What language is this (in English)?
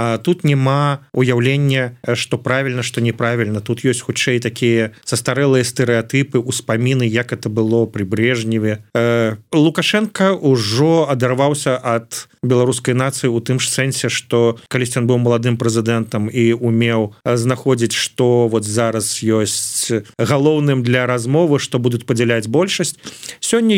Belarusian